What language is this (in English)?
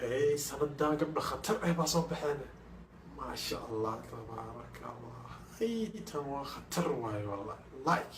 Somali